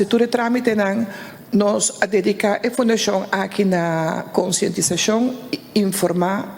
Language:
Papiamento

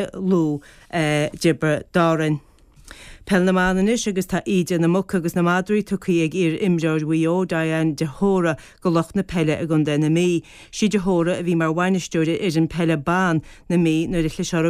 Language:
Irish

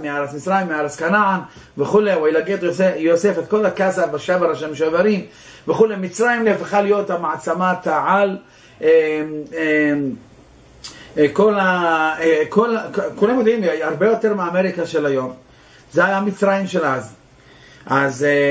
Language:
Hebrew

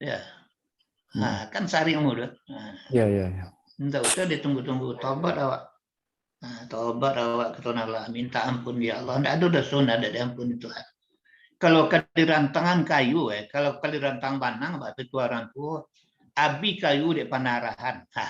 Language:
Minangkabau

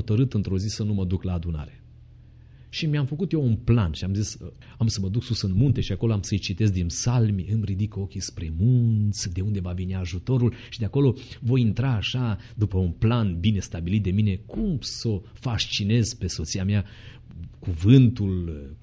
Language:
Romanian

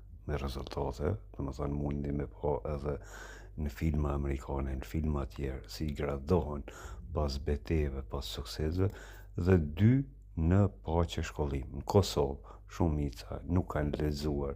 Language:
Albanian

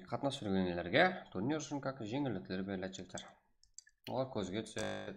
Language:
Kara-Kalpak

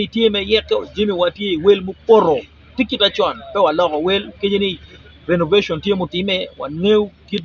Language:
Acoli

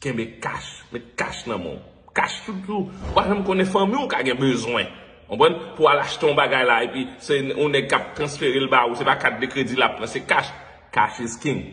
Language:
Haitian Creole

